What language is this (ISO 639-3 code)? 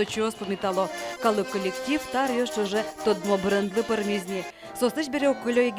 udm